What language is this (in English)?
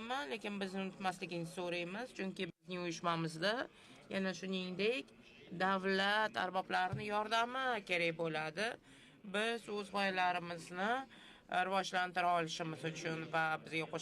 Uzbek